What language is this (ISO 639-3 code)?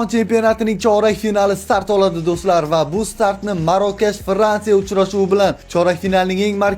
uzb